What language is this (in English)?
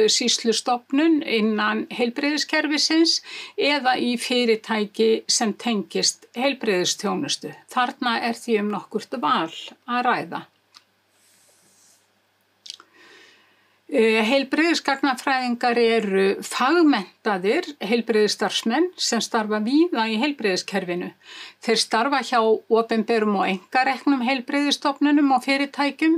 Icelandic